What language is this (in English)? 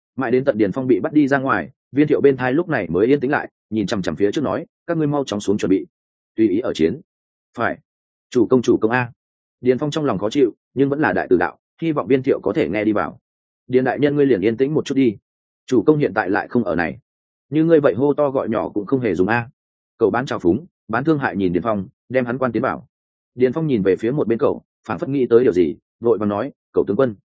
Vietnamese